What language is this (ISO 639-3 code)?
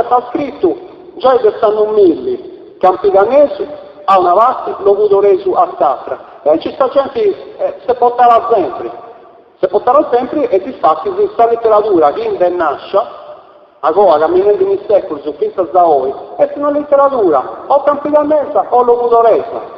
srd